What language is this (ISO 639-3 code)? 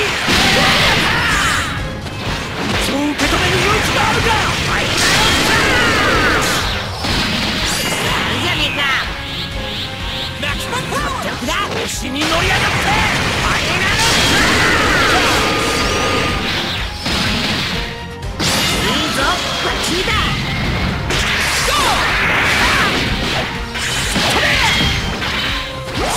jpn